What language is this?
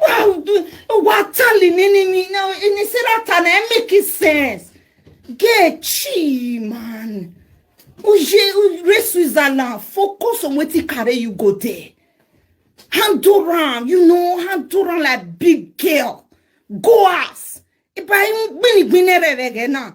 Nigerian Pidgin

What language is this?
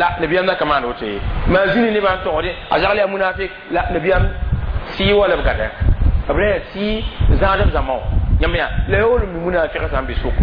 Mossi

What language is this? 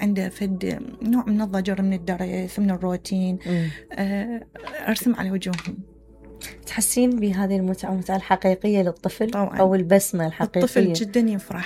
Mesopotamian Arabic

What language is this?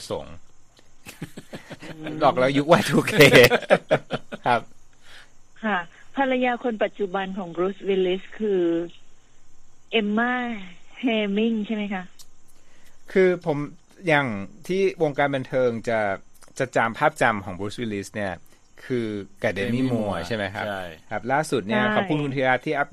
Thai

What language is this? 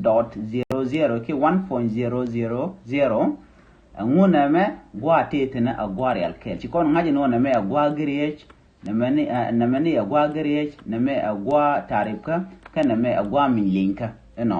Nuer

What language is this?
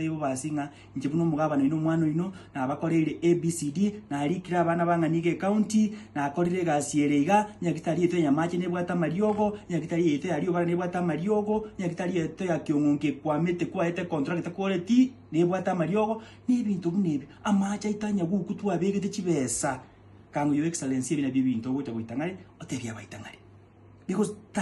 Gusii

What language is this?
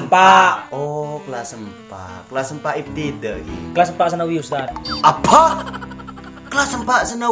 Madurese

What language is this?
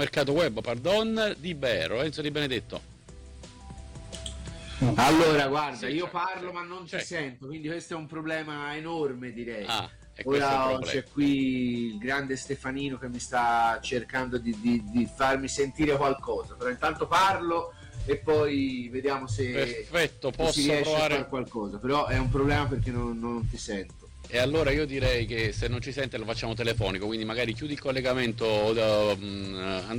Italian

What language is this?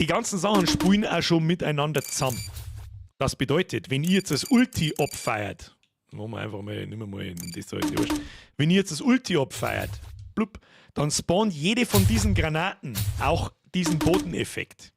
Bavarian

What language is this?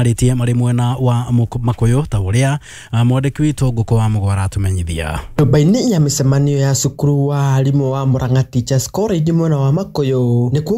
Kikuyu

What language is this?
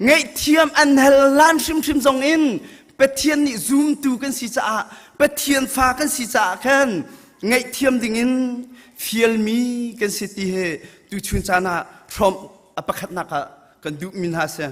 Hakha Chin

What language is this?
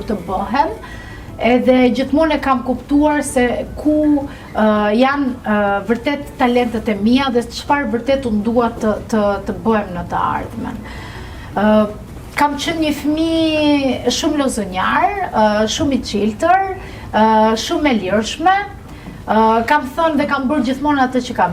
Albanian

